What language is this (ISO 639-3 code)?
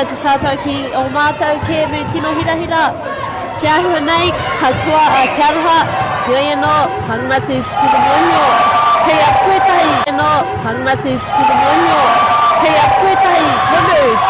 mri